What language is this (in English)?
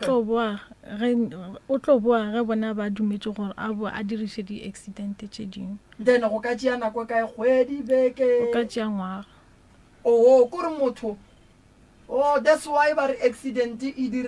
Northern Sotho